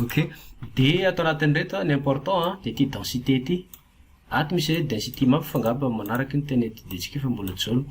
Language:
Malagasy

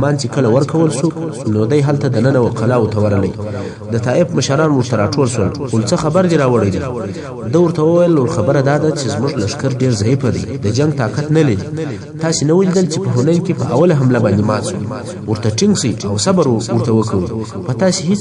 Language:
Pashto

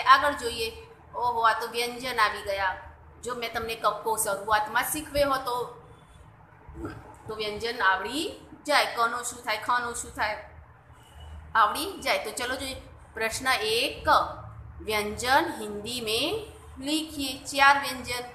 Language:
Gujarati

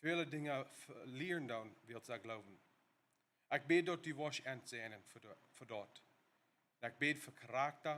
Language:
Plautdietsch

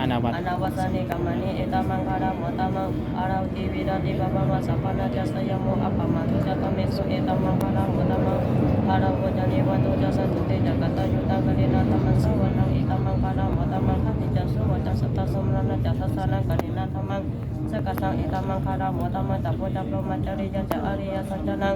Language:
Pali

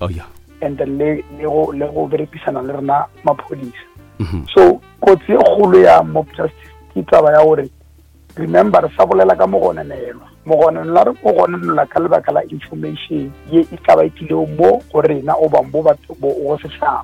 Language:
Northern Sotho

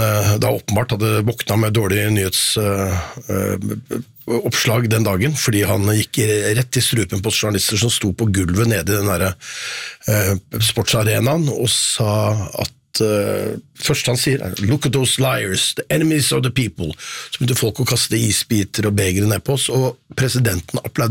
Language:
Norwegian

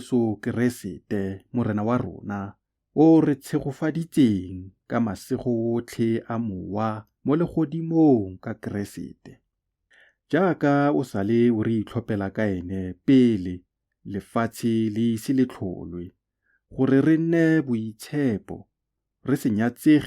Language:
Tswana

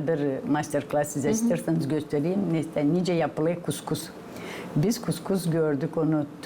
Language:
Gagauz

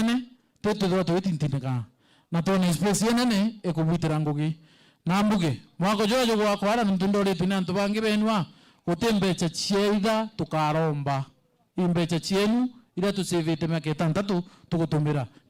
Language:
Meru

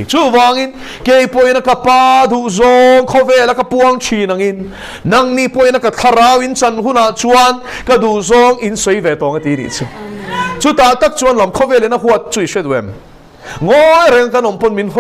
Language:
Mizo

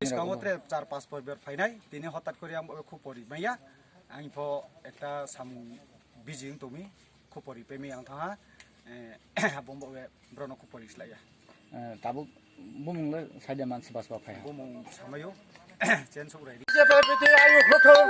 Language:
Kok Borok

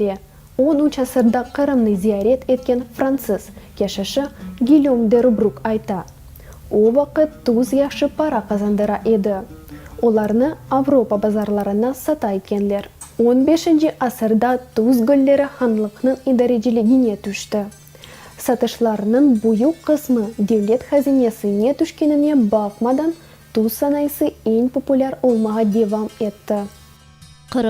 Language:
Crimean Tatar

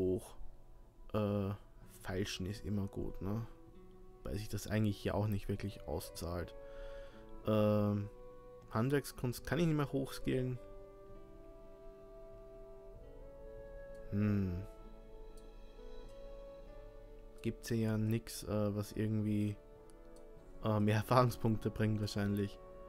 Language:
German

